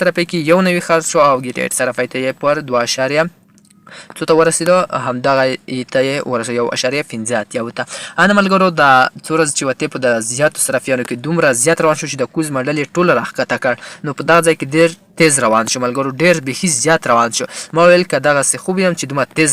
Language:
Pashto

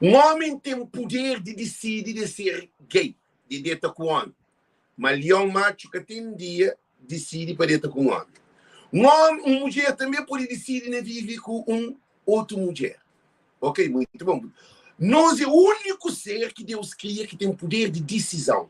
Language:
Kabuverdianu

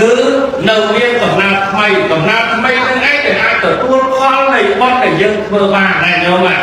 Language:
Khmer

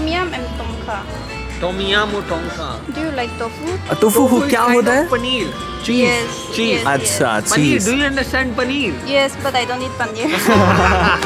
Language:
Hindi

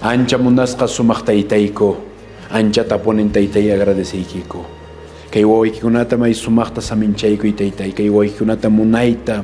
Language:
Quechua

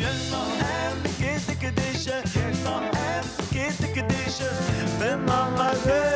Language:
Yiddish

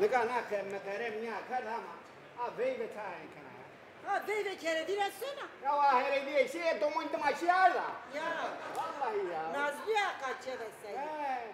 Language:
Zaza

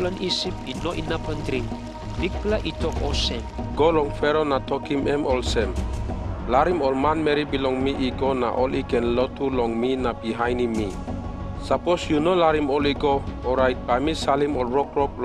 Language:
Tok Pisin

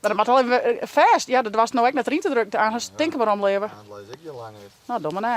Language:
Western Frisian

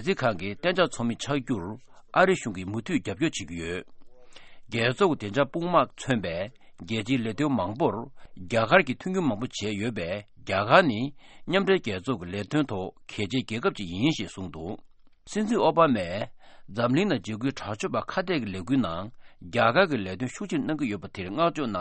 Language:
Tibetan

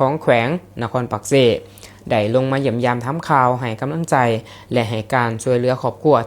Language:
Lao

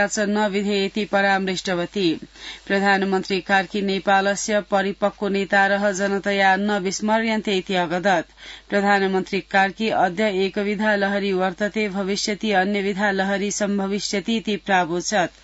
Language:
Sanskrit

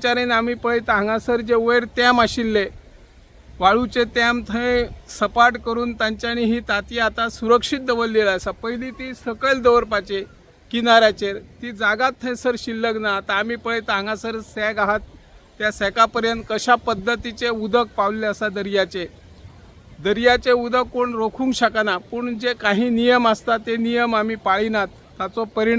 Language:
Konkani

